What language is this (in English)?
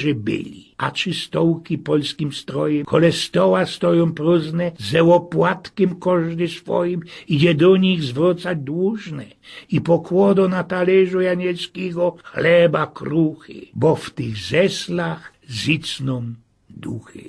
Silesian